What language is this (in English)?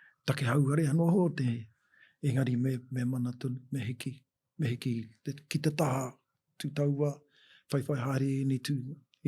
Māori